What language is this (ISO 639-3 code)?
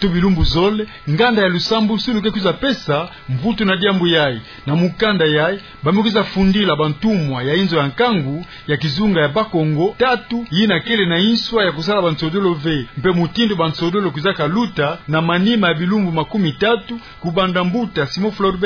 ktu